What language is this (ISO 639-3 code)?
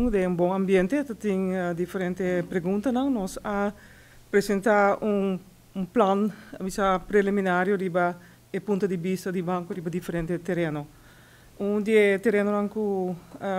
pap